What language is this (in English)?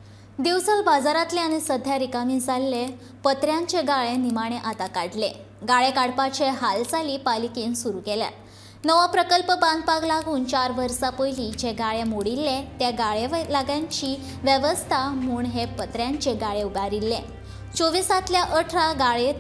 Konkani